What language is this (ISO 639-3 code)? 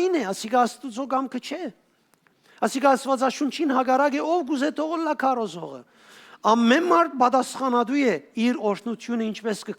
hyw